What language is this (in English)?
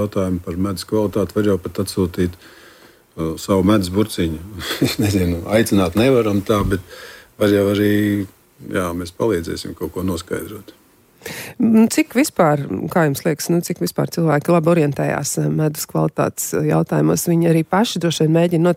Latvian